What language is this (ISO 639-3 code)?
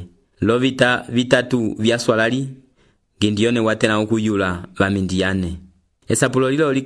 umb